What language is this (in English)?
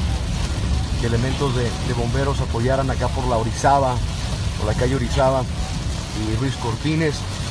Spanish